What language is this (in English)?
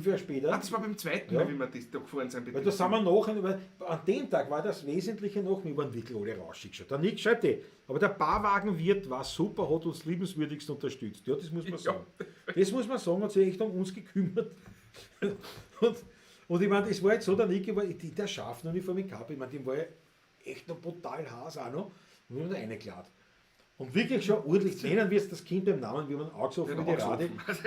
Bavarian